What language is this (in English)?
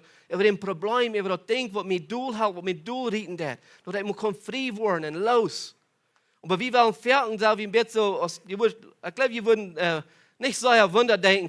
Plautdietsch